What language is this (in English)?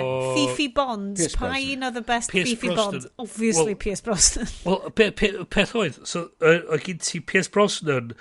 Welsh